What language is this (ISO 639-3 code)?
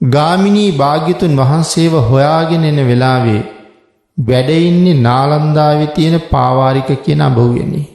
sin